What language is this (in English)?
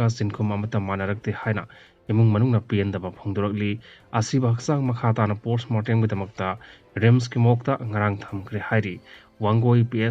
Manipuri